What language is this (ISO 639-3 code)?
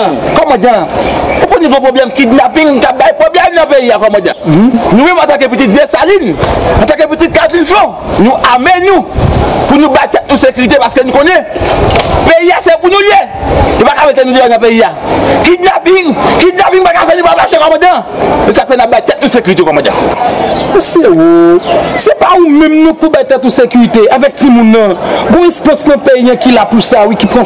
hat